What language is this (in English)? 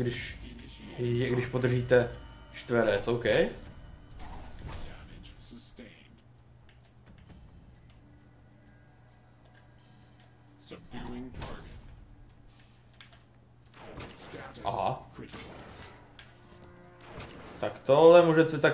Czech